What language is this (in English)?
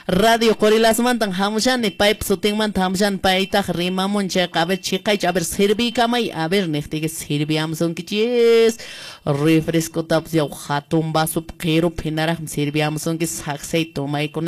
Quechua